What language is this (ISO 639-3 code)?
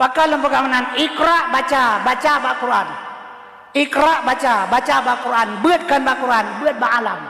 ace